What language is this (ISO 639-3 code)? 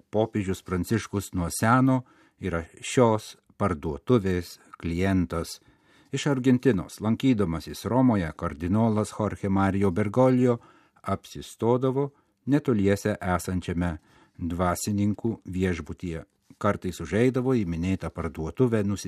lit